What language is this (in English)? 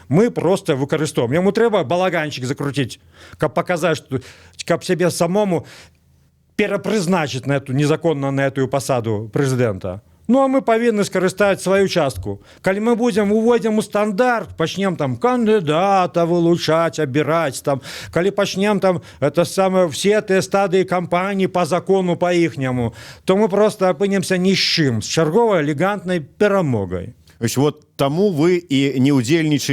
Belarusian